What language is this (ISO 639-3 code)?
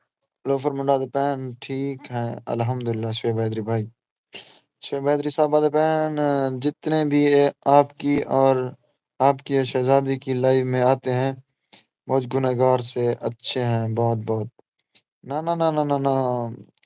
skr